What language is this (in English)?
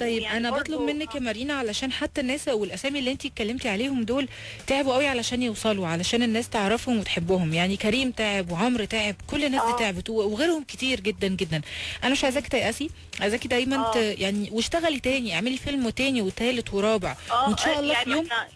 Egyptian Arabic